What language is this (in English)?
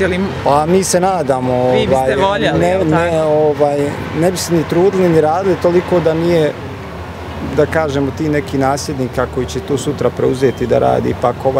Bosnian